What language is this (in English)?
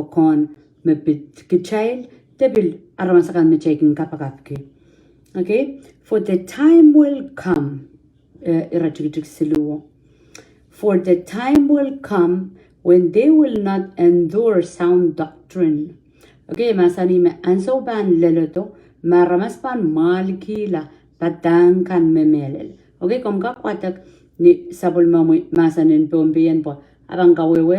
Pohnpeian